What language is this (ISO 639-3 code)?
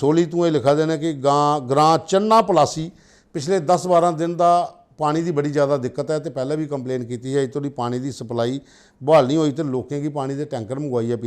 doi